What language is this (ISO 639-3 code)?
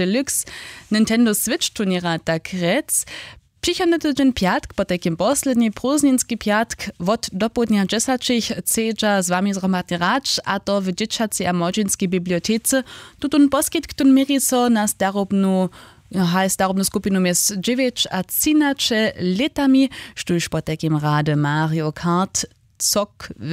hsb